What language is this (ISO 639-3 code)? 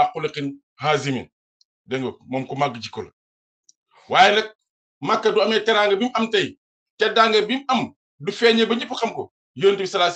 wol